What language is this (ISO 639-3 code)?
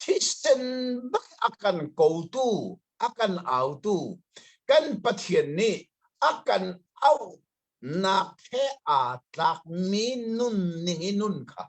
cnh